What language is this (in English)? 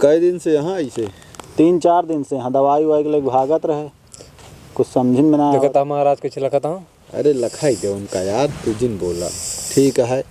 Awadhi